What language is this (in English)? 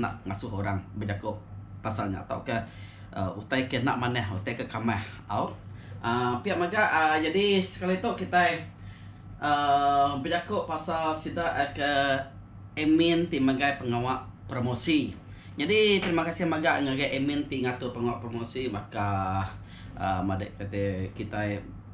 Iban